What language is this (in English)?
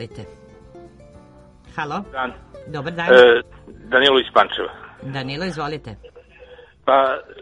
Serbian